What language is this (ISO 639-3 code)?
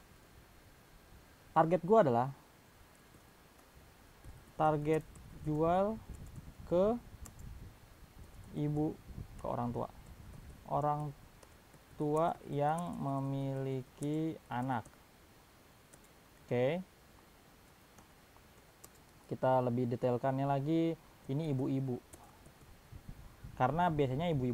ind